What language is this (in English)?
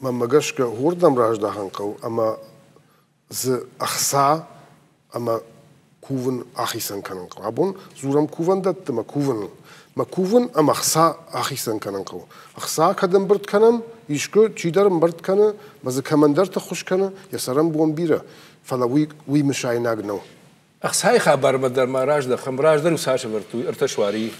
Ossetic